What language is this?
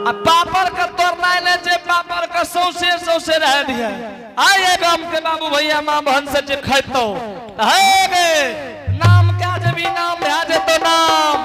Angika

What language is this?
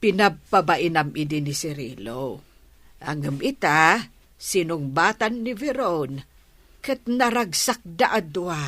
Iloko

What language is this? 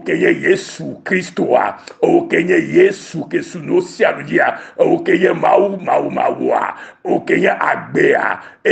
Ewe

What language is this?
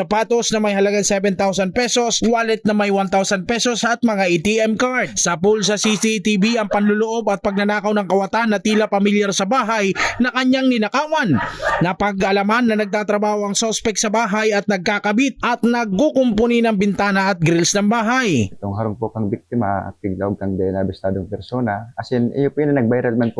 Bikol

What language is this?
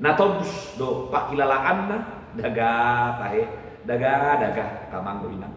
Batak Toba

